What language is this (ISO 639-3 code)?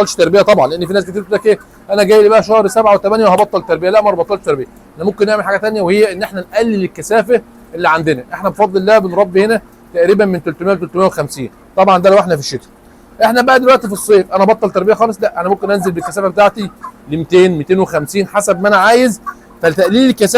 arz